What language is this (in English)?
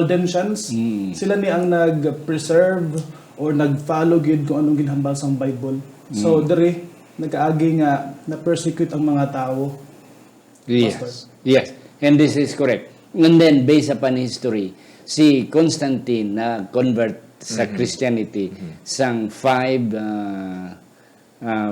Hiligaynon